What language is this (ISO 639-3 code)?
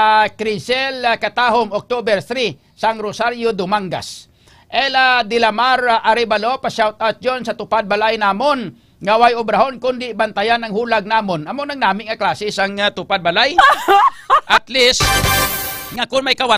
hil